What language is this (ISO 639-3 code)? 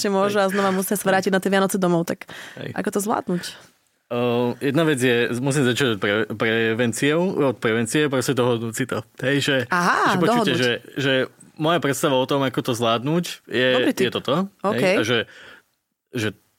slk